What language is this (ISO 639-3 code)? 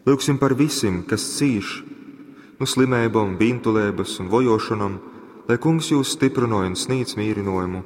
ltg